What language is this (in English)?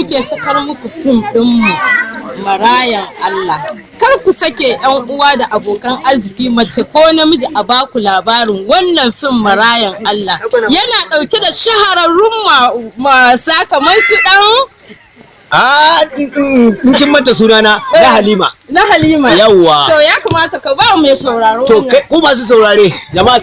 Hausa